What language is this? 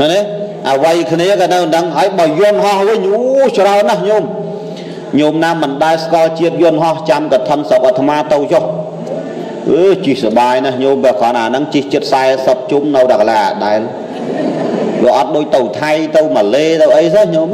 Khmer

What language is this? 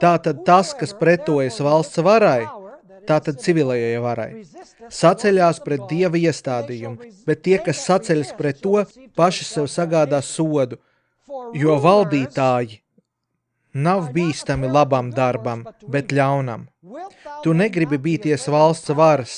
Latvian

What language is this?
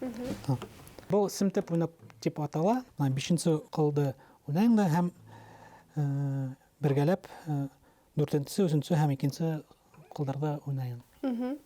Bashkir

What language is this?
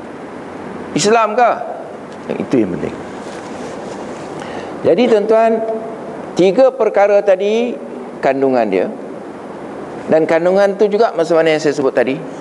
Malay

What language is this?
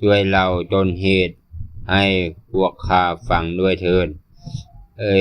Lao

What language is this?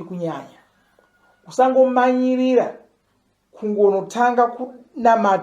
Shona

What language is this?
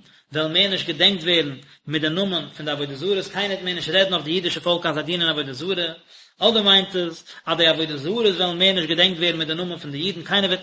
Yiddish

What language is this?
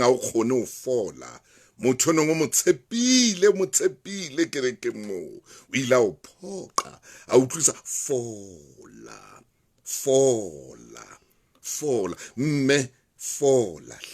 Southern Sotho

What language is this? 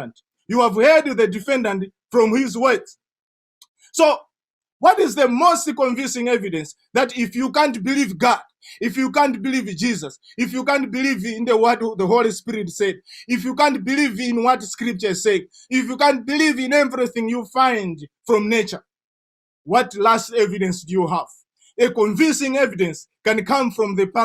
English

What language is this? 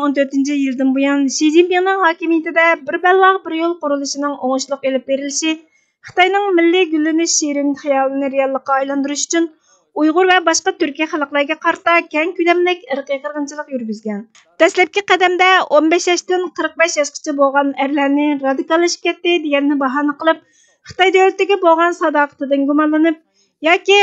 Uyghur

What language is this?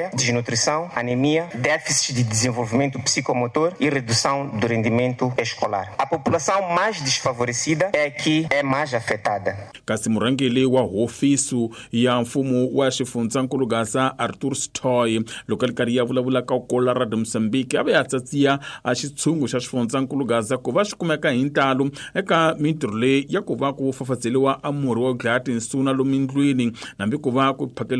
Tsonga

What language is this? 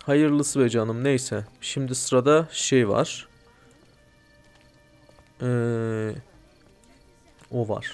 Turkish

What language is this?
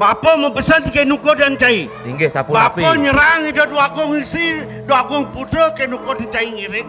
Balinese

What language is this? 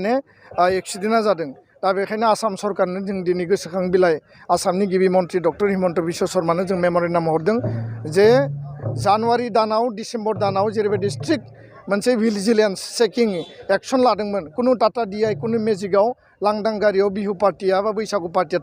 Bodo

